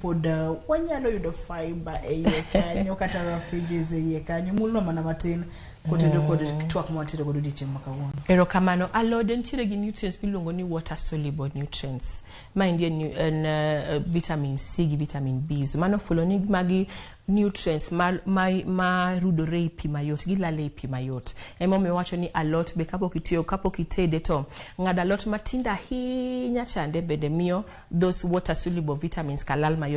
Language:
Luo (Kenya and Tanzania)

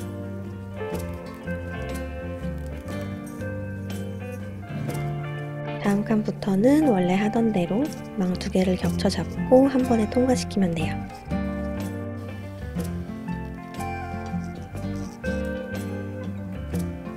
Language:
Korean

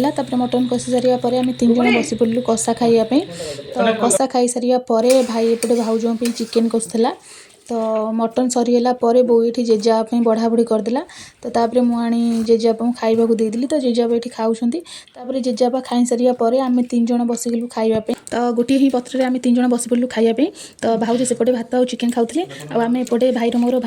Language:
Odia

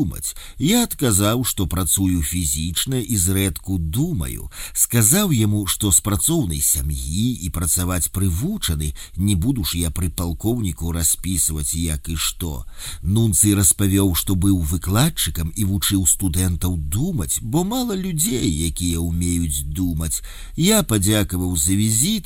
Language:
Belarusian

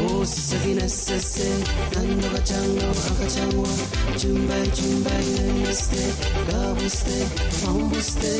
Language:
Pohnpeian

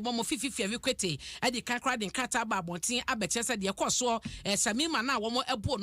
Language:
Akan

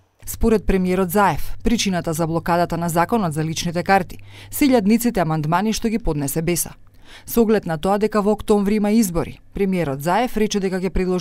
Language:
Macedonian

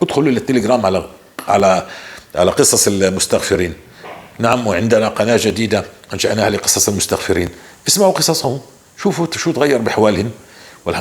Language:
North Levantine Arabic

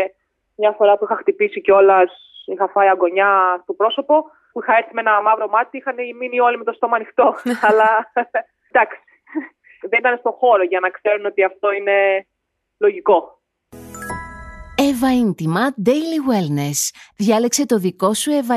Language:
Greek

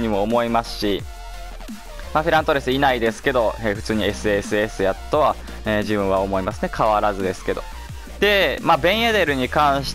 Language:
Japanese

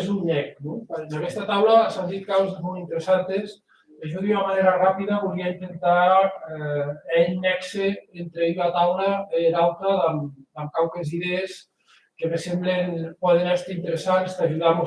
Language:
Occitan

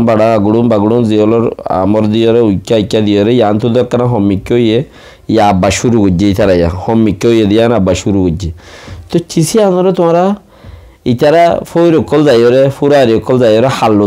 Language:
Rohingya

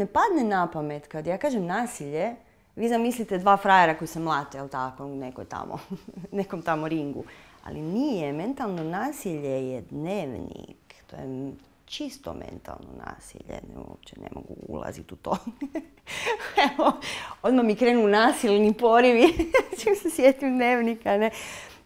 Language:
Croatian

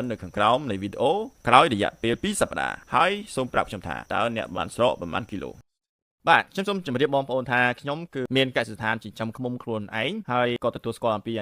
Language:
Khmer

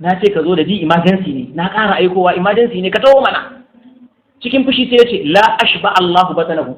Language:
Hausa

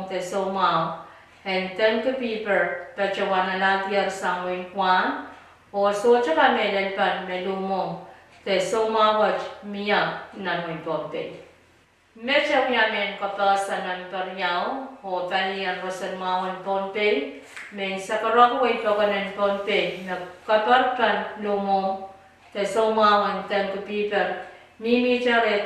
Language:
Pohnpeian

